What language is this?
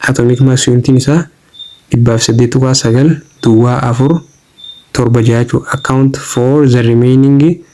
Oromo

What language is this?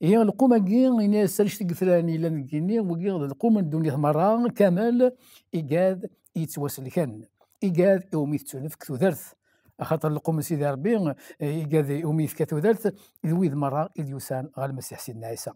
Kabyle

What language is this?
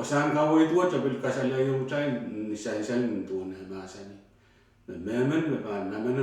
Pohnpeian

